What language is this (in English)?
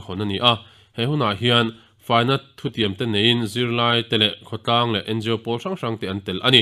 Mizo